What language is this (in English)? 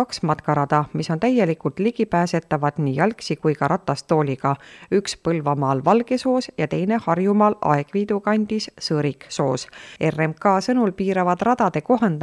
Estonian